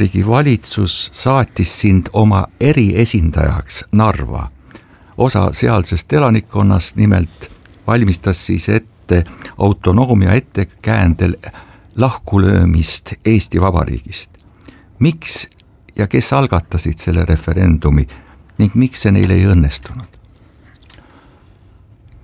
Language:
Estonian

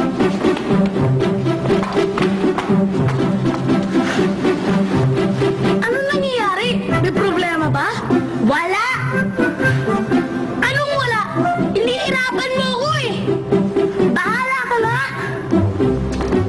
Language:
Filipino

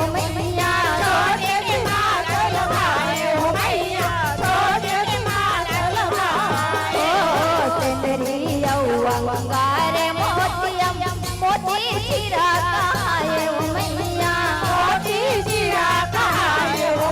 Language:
Chhattisgarhi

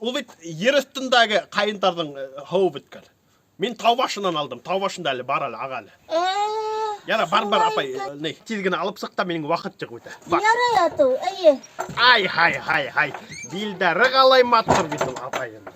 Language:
Bashkir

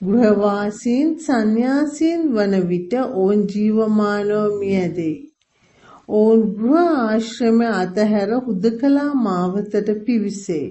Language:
Sinhala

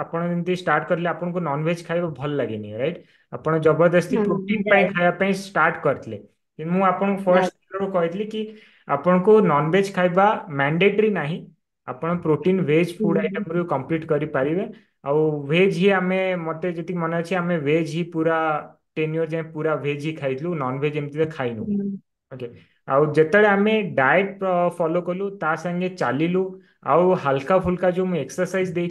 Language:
Odia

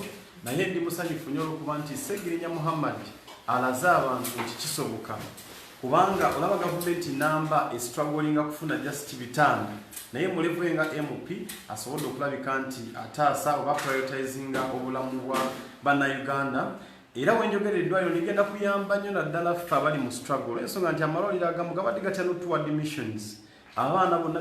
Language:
Ganda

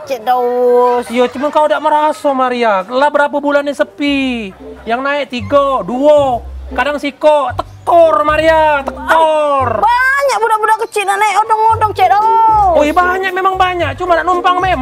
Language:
Musi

